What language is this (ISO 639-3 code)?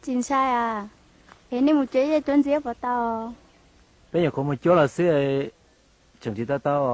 hmn